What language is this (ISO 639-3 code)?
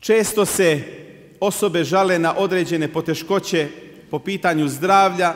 bos